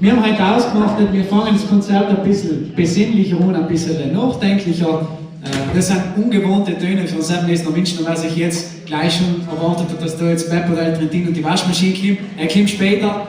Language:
Bavarian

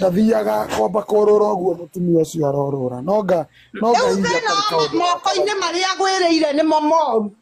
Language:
Kikuyu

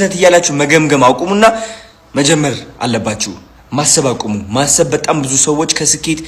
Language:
Amharic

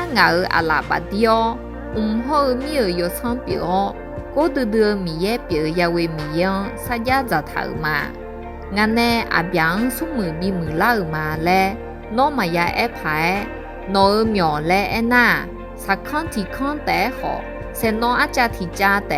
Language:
Akha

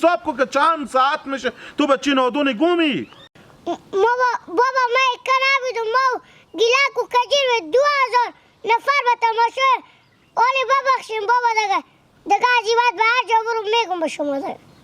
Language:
Hazaragi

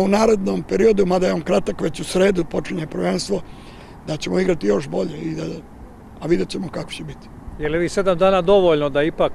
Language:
Serbian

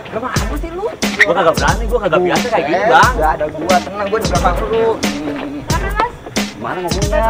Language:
Betawi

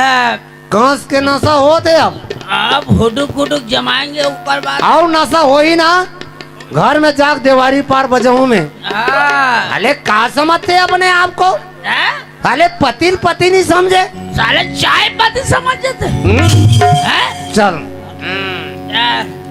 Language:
Chhattisgarhi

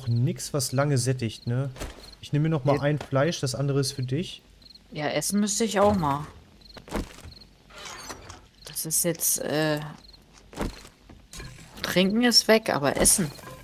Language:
German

